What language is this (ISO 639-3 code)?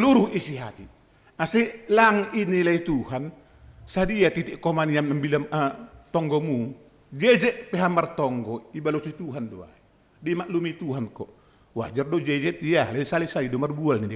bts